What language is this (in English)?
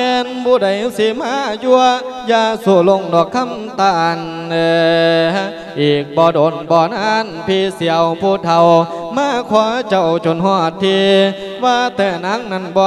Lao